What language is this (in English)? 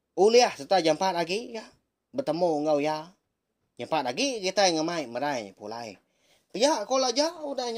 Iban